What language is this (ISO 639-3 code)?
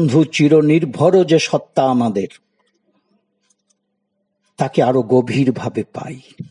ben